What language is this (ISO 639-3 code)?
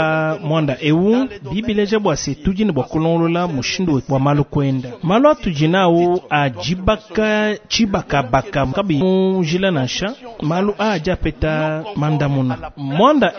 lua